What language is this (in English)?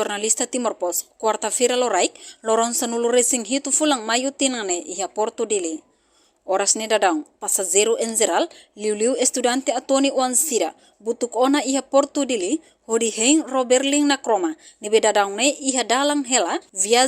Tetum